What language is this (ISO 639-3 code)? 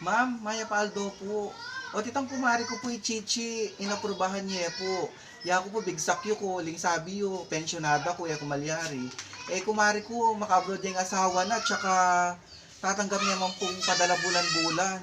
pam